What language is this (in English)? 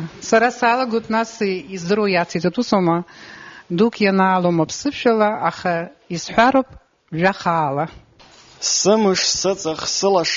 Abkhazian